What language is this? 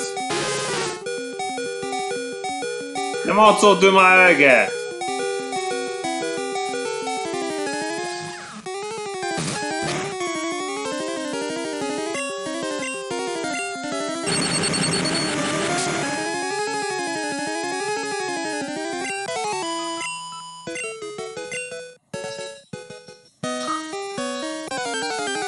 Hungarian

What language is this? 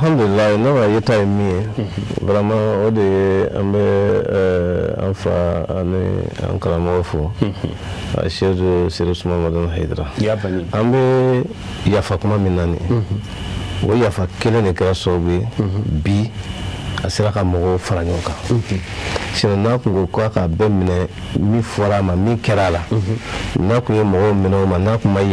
Bambara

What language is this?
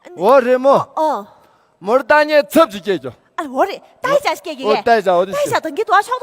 Tibetan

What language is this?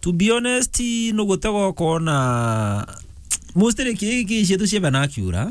Meru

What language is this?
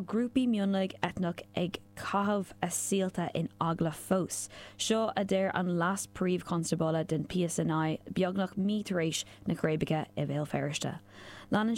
Irish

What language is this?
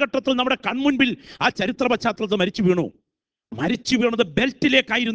Malayalam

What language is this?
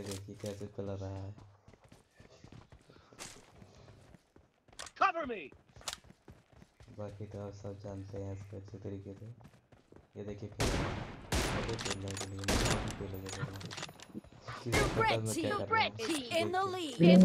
Hindi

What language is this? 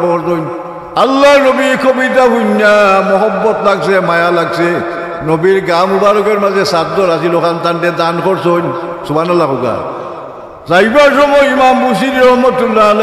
Sylheti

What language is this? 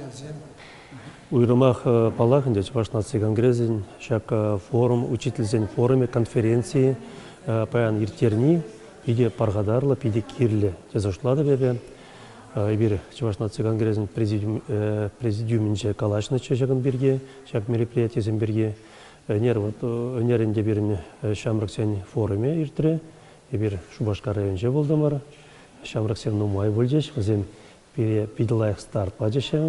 Chuvash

